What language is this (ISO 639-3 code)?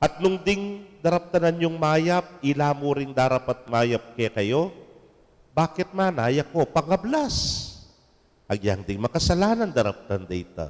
pam